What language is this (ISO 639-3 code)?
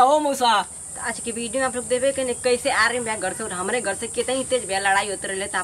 bho